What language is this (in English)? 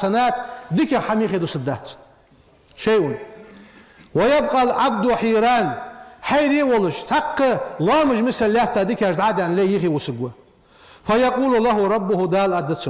Ingush